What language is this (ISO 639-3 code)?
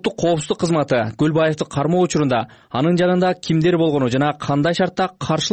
kir